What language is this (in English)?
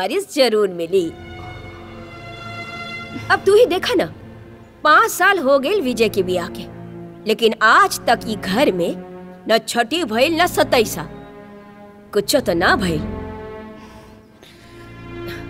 Bhojpuri